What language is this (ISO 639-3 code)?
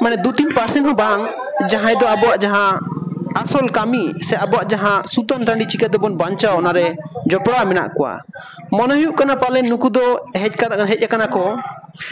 sat